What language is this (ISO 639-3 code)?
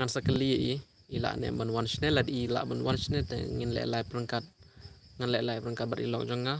kha